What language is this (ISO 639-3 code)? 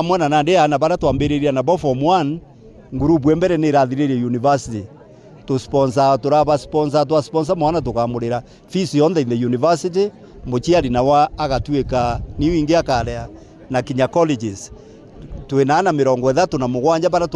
mer